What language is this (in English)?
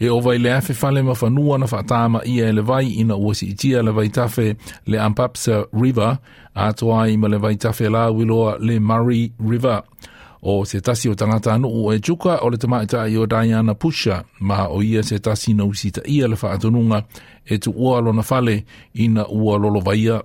Samoan